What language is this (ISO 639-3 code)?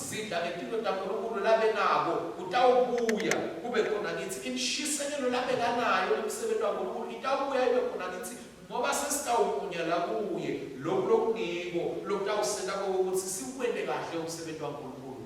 ssw